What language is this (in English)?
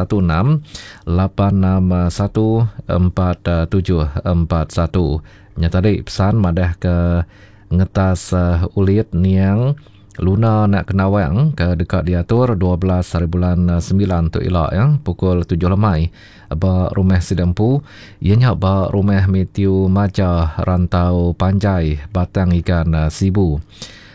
Iban